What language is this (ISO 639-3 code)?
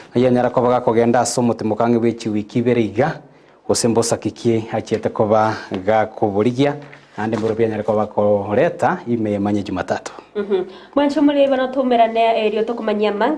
guz